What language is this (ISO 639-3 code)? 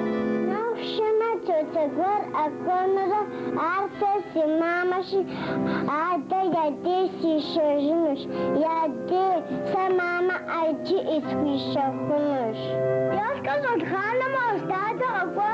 kbd